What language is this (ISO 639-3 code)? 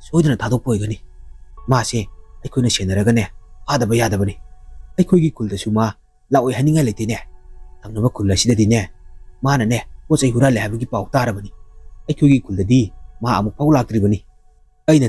mni